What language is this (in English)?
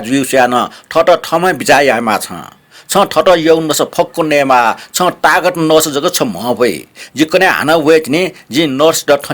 Newari